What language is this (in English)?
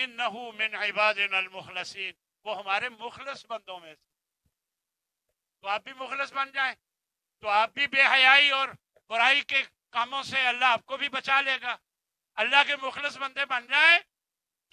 Urdu